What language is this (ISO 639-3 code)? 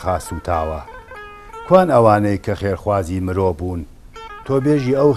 ckb